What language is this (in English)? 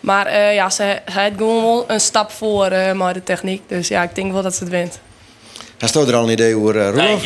Western Frisian